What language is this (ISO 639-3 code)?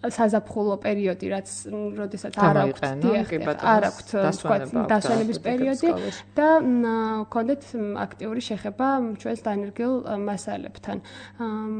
kat